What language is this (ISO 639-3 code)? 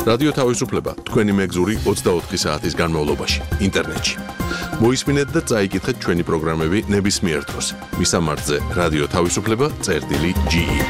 kat